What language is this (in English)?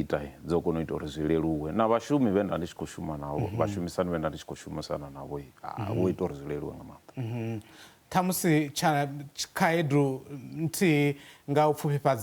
Venda